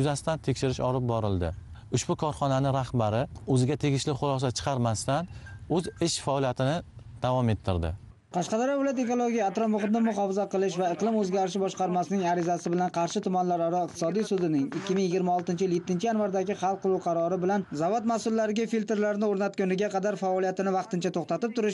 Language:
Uzbek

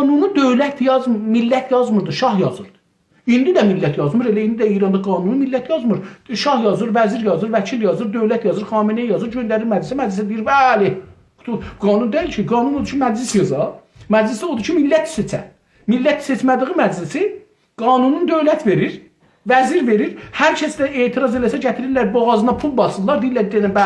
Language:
South Azerbaijani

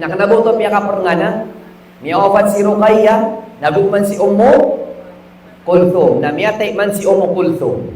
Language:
Maranao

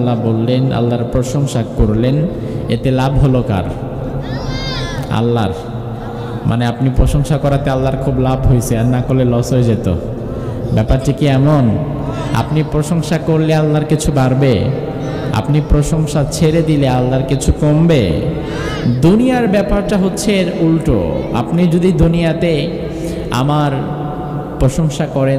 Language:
Bangla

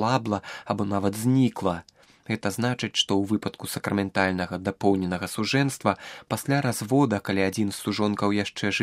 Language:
Belarusian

